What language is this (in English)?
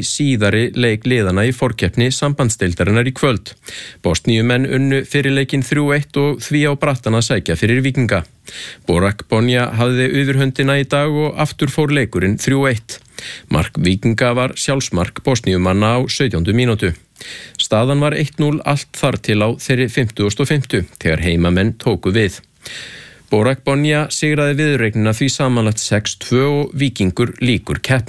Icelandic